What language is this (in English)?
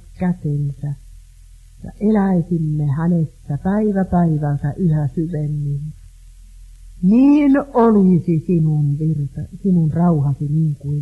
Finnish